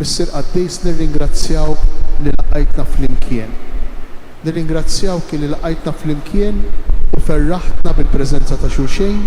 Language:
Maltese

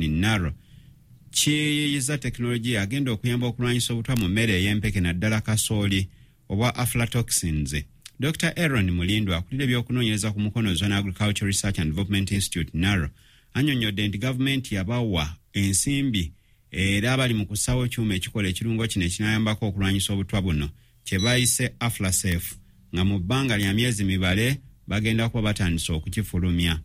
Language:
Ganda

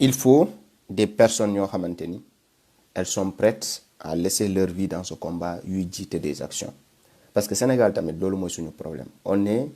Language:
Wolof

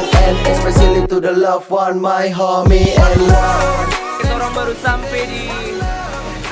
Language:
Manado Malay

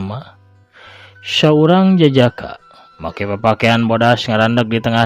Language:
Sundanese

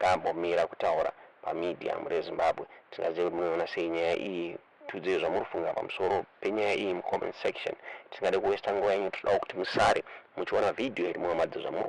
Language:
Shona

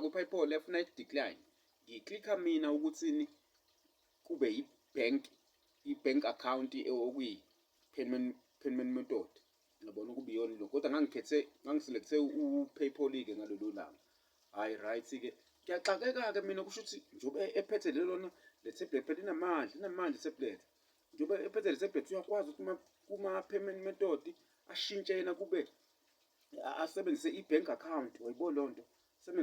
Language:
Zulu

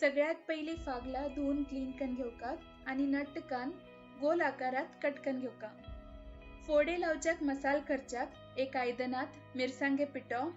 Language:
Konkani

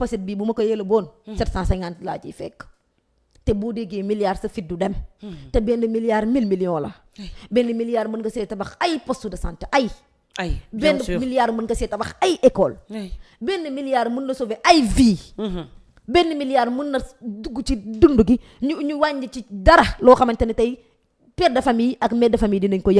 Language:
Wolof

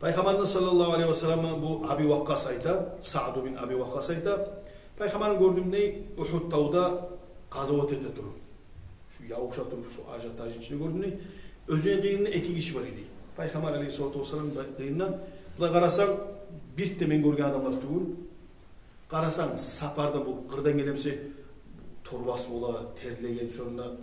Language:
Kumyk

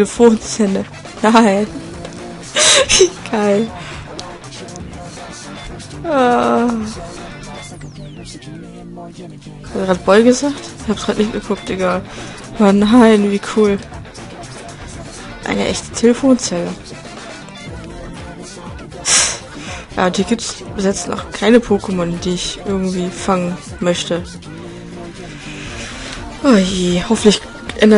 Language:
German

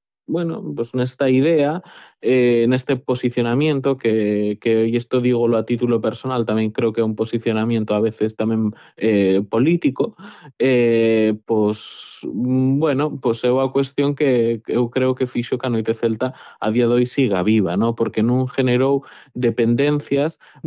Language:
Galician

